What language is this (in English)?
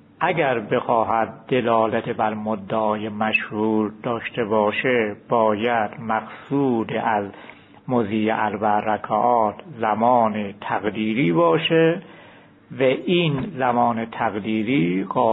Persian